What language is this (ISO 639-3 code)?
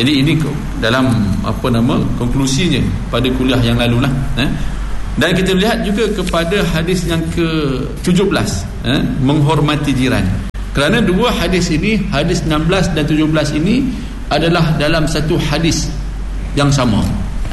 msa